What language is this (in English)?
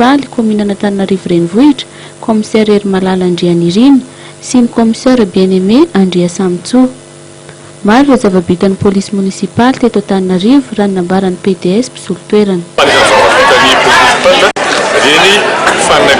Malagasy